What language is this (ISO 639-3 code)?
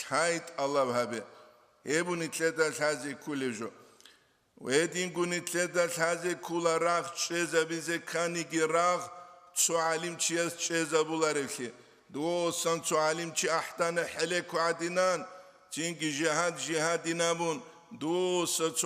ava